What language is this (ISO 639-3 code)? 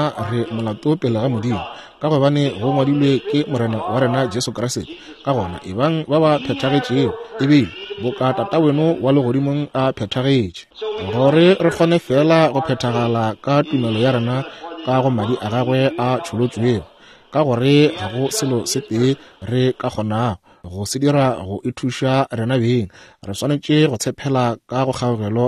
nso